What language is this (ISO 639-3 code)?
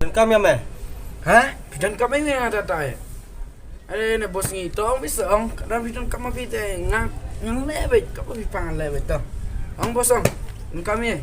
kha